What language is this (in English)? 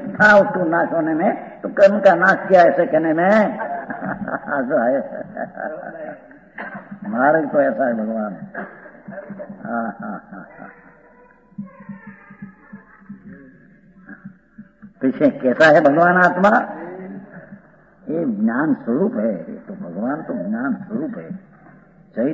Hindi